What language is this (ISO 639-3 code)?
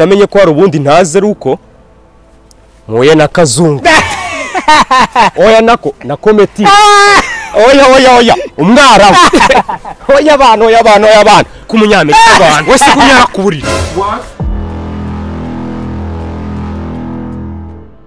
kin